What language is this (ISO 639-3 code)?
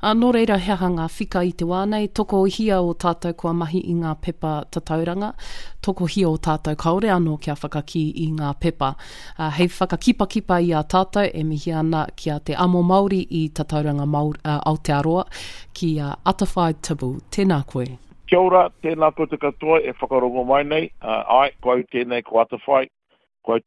mri